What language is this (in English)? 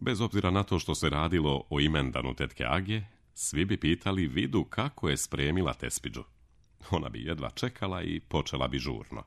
Serbian